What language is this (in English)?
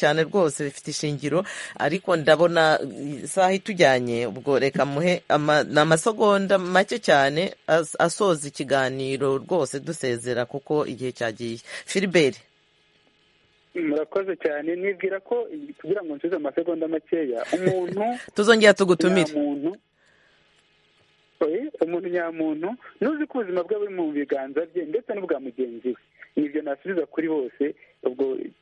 Kinyarwanda